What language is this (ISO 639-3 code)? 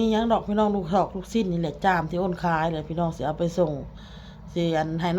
tts